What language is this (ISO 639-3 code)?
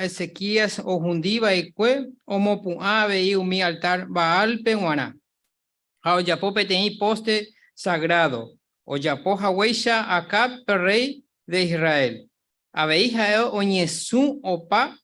grn